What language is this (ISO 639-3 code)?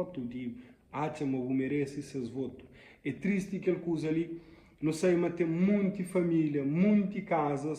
kea